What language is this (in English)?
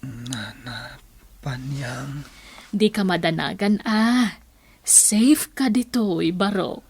Iloko